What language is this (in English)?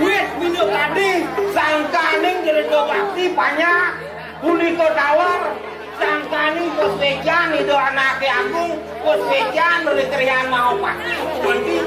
Balinese